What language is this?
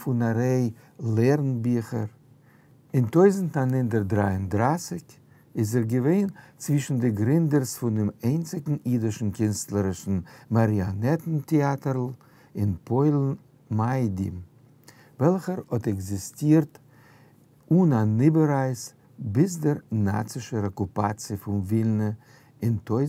Yiddish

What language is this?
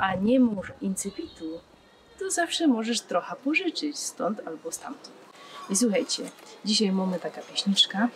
Silesian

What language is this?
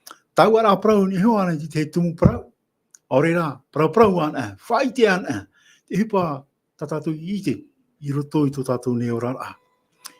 Tahitian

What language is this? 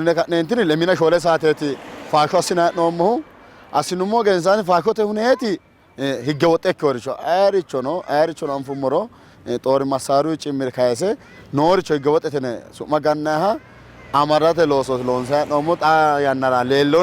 Sidamo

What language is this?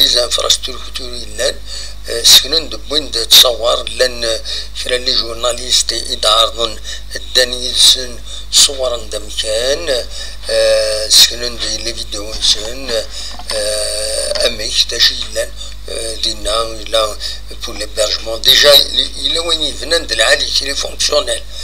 Kabyle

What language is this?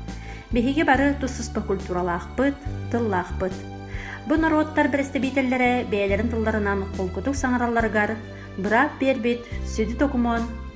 Yakut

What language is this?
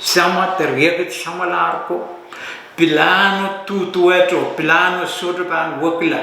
Pohnpeian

